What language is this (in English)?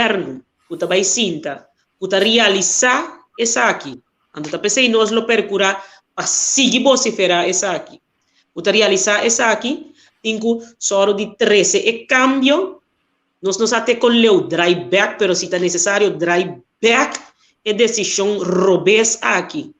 Papiamento